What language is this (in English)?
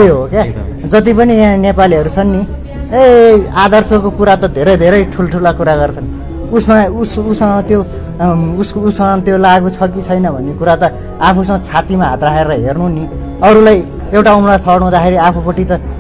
Nepali